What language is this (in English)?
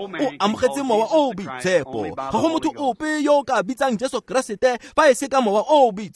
Tswana